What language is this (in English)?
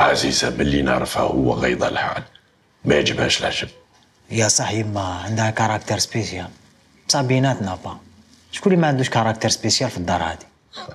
Algerian Arabic